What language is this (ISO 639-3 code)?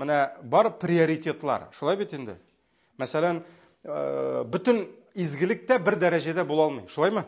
tat